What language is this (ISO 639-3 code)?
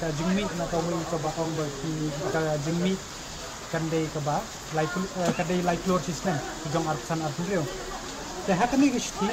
kha